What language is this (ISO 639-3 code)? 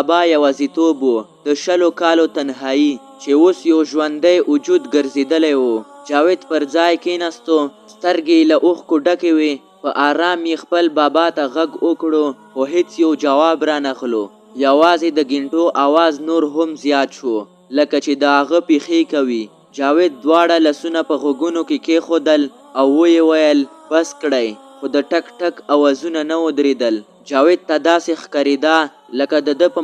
pus